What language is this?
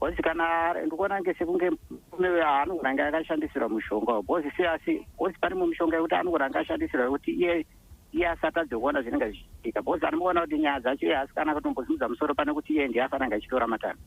Shona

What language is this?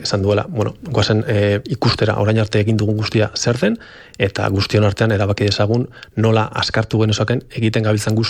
Basque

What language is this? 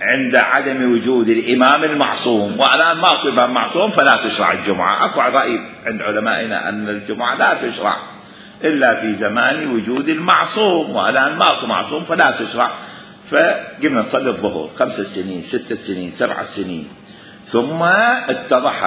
Mesopotamian Arabic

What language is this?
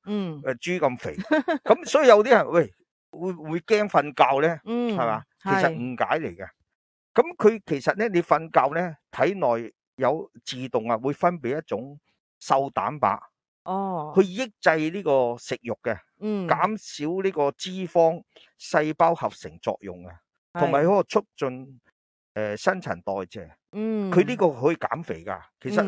Cantonese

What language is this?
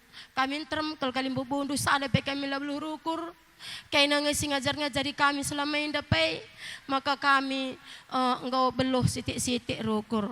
Batak Karo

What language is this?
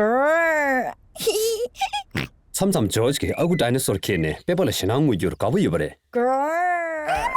Tibetan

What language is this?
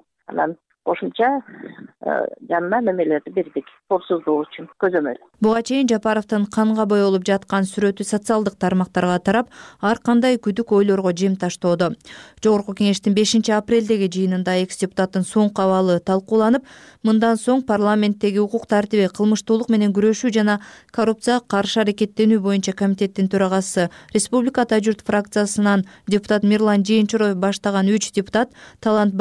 Kyrgyz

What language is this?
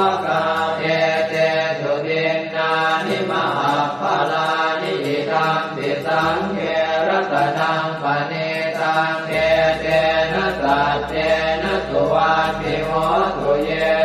Pali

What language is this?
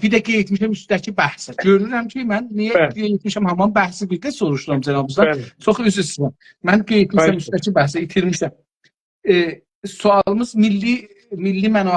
South Azerbaijani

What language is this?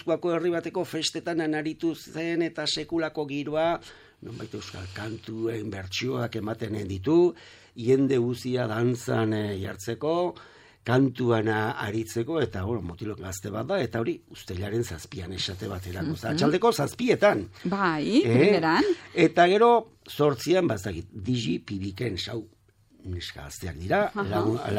Basque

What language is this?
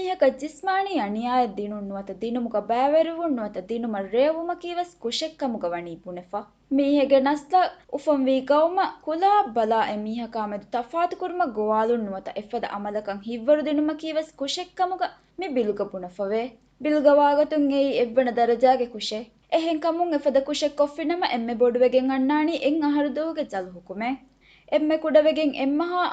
Divehi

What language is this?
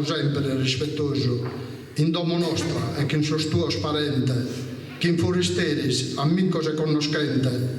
Sardinian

